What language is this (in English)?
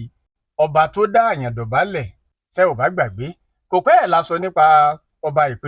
Yoruba